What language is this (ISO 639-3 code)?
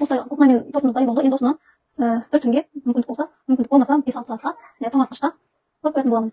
kaz